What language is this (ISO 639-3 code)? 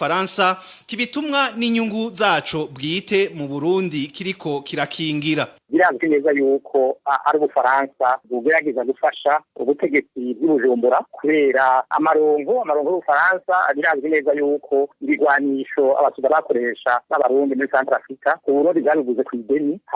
run